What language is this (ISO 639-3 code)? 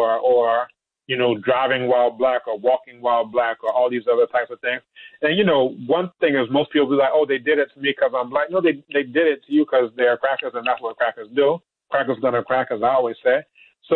eng